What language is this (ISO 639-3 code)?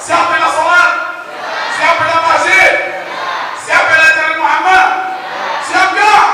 sas